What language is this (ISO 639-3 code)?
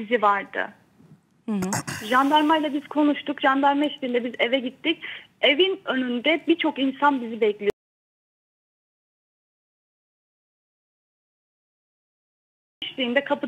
tur